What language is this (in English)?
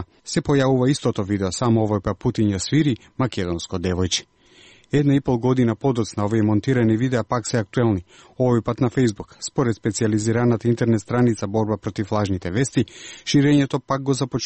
Macedonian